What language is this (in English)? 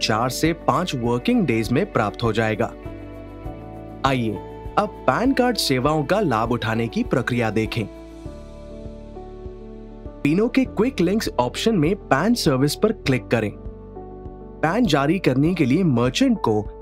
Hindi